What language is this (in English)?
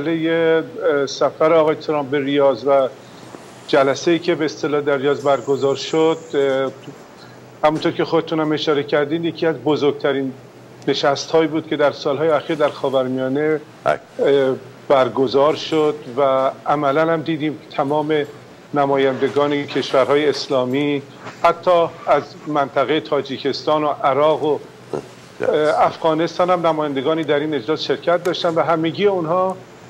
Persian